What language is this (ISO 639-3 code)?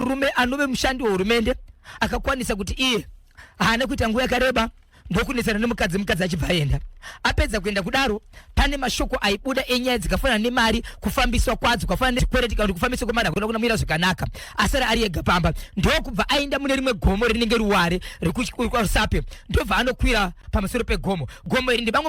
sna